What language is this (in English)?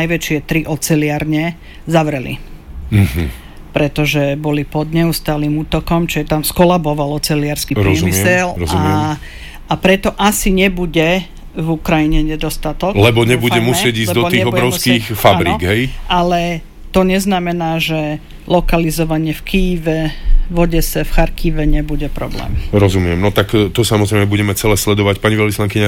Slovak